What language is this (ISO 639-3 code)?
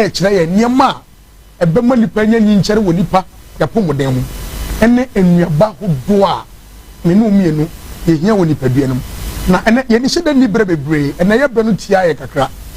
aka